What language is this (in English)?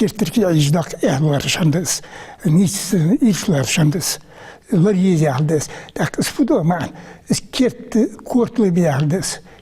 Ingush